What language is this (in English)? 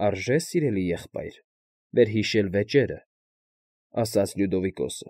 Armenian